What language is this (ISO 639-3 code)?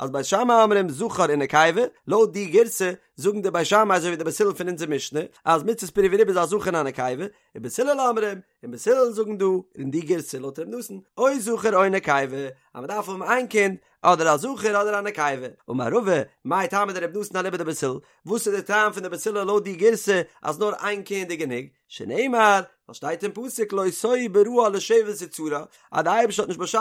yid